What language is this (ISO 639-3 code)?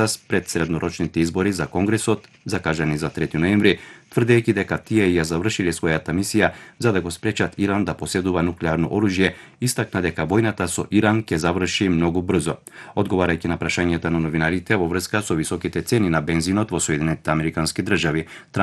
mkd